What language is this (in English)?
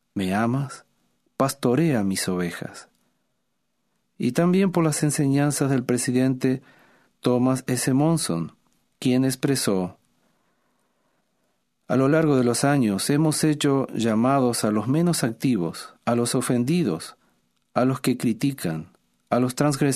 Spanish